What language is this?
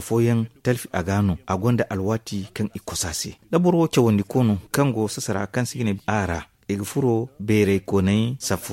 Zarma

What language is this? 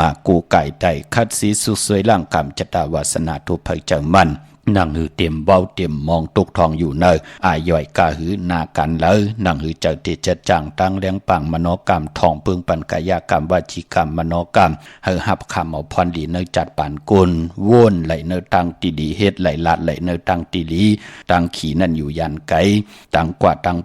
Shan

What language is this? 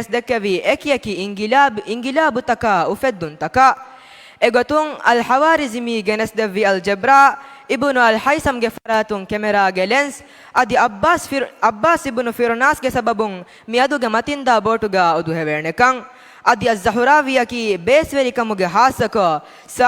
Divehi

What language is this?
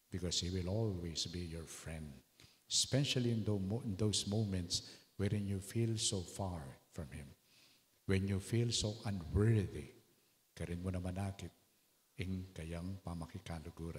Pampanga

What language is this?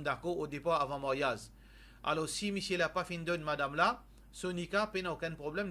Morisyen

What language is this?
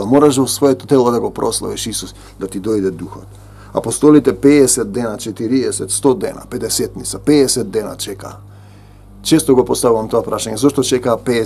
Macedonian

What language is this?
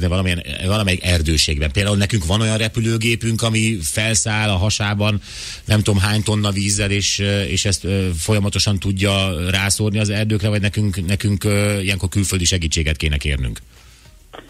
Hungarian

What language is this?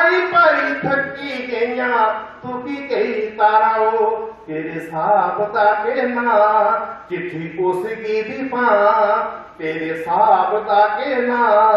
Dogri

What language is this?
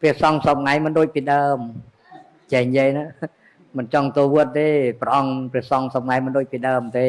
Khmer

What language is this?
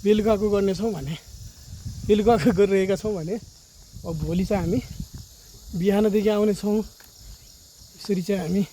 Nepali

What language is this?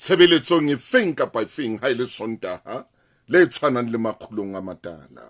Southern Sotho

